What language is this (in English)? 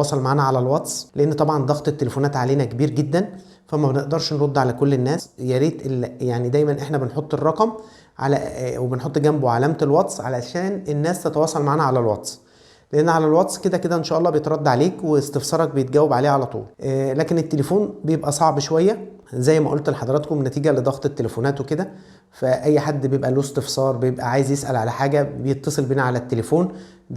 Egyptian Arabic